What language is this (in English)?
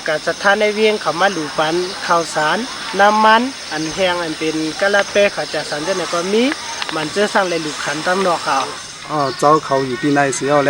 Shan